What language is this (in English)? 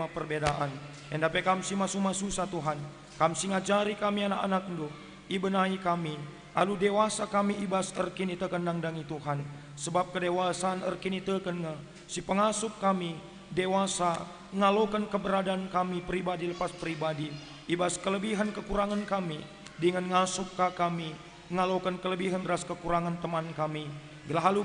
Batak Karo